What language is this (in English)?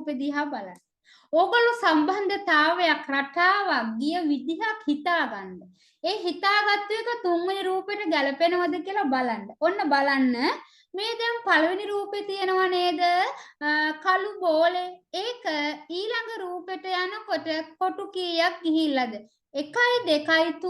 Sinhala